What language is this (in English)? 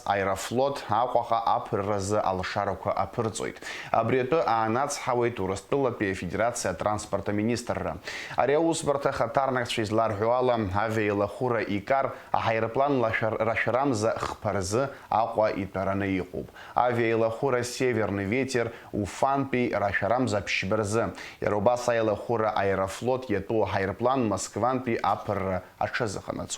Abkhazian